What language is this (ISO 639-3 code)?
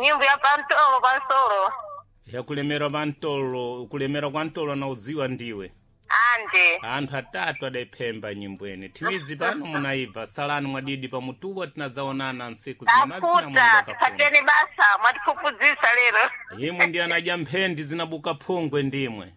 seh